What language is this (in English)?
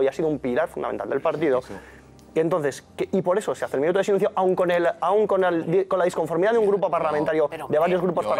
Spanish